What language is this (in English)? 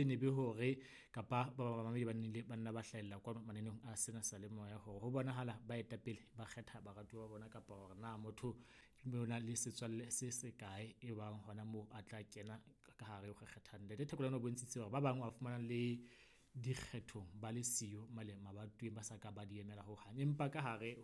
Southern Sotho